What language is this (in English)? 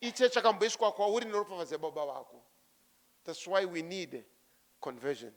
Shona